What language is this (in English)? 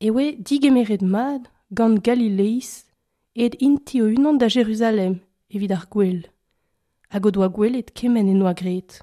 Breton